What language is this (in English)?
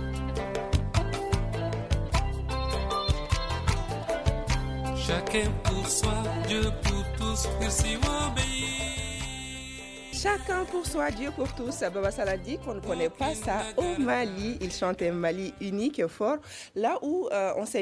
French